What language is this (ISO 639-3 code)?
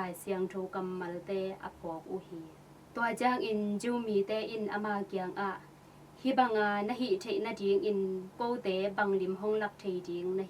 ctd